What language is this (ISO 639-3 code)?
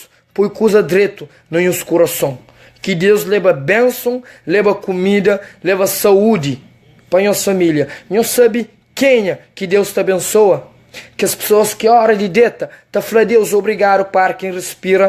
kea